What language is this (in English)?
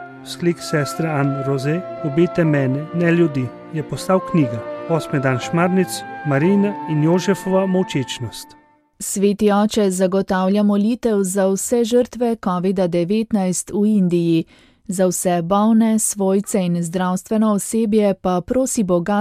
Slovenian